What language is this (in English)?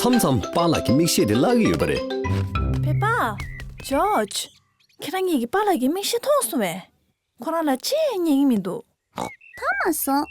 Tibetan